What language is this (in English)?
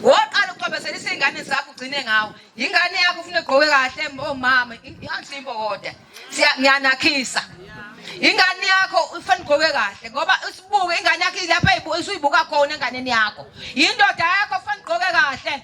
Zulu